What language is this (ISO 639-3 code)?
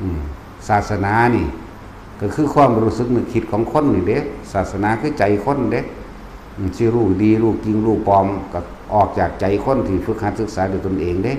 tts